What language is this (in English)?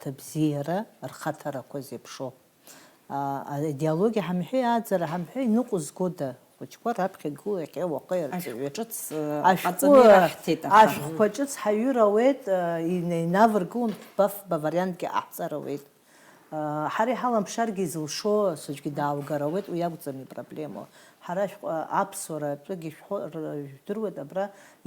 Abkhazian